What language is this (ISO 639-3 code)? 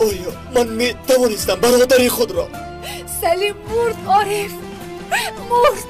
tgk